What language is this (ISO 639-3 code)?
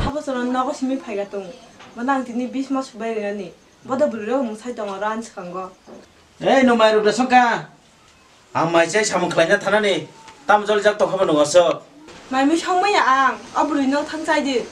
trp